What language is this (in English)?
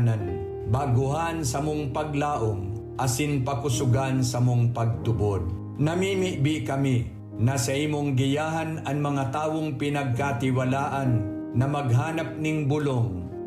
Bikol